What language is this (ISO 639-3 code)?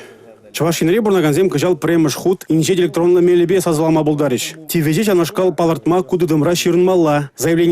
chv